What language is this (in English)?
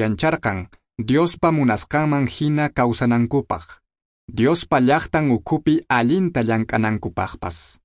Quechua